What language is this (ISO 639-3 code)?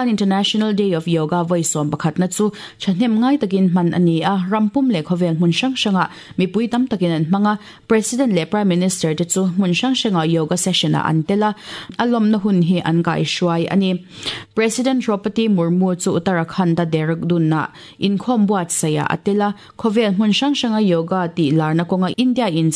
lus